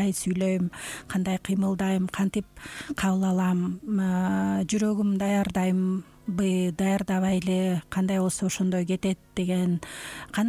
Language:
Kyrgyz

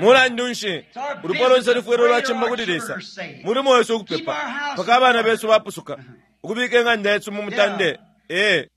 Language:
Bemba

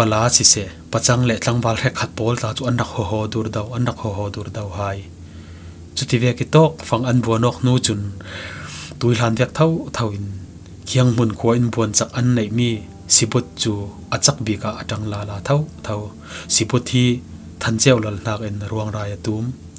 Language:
Falam Chin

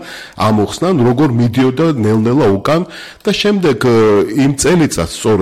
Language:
Georgian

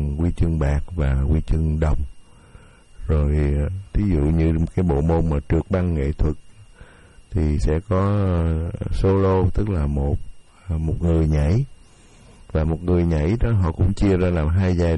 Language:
Vietnamese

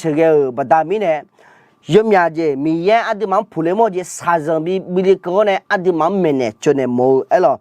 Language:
Akha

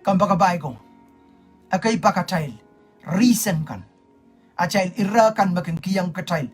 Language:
Pohnpeian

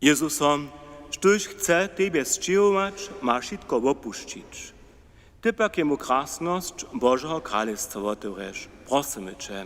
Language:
Upper Sorbian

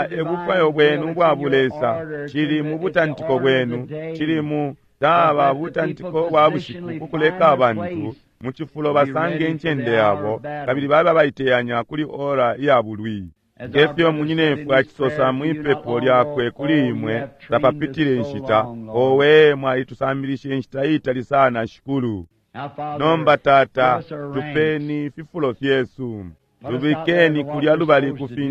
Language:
Bemba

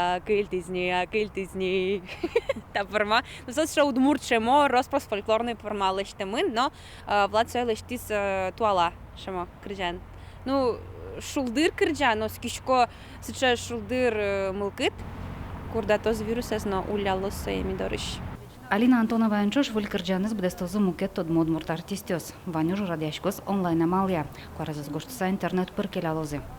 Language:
Udmurt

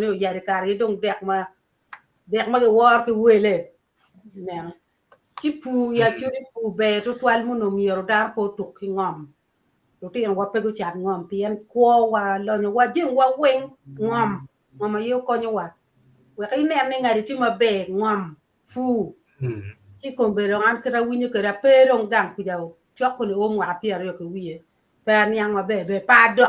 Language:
Acoli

